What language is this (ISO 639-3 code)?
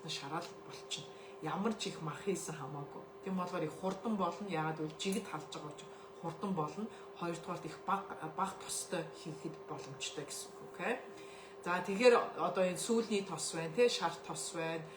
mon